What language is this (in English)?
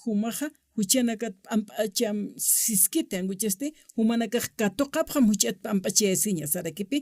Aymara